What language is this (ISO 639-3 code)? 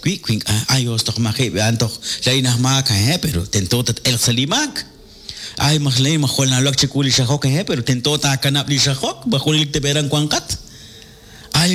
kek